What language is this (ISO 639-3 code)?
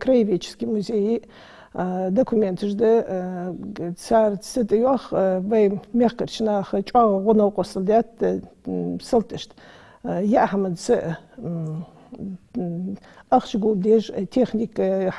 inh